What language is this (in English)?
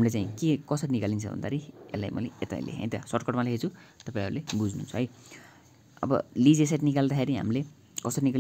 Nepali